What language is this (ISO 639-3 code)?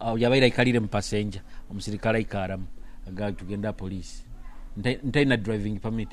nyo